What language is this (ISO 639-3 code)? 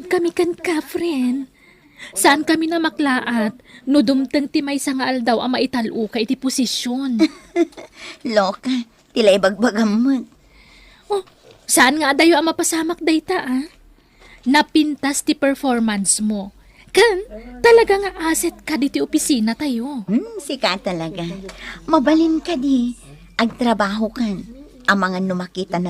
ilo